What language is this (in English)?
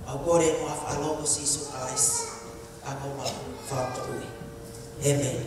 Tongan